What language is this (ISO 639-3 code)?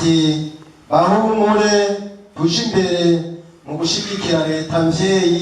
run